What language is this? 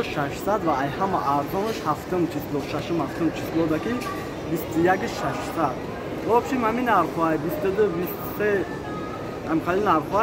Tajik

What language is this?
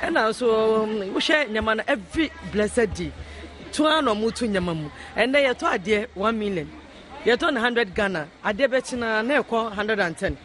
Akan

